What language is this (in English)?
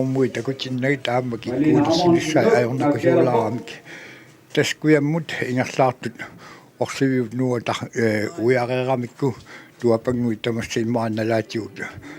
Kalaallisut